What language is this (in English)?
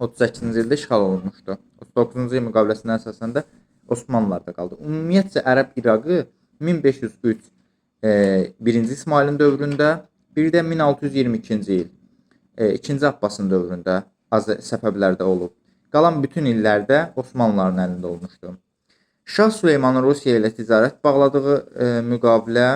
Azerbaijani